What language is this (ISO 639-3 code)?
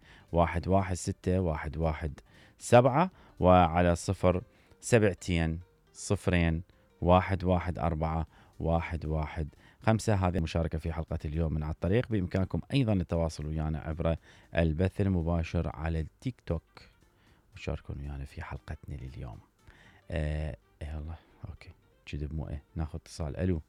acm